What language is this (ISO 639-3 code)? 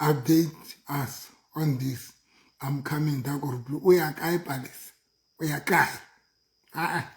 sot